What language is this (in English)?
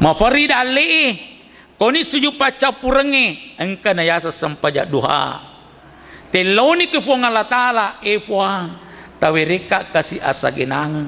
Buginese